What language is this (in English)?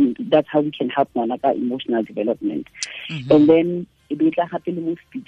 Tswana